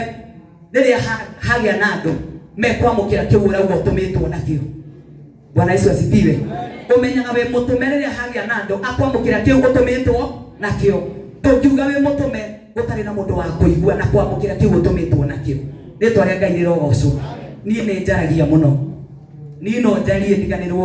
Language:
Kikuyu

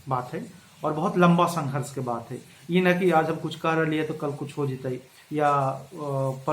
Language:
Magahi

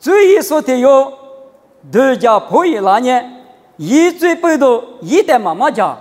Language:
Lisu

